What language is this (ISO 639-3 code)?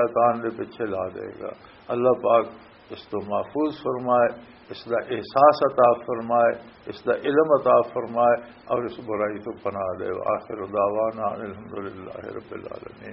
lah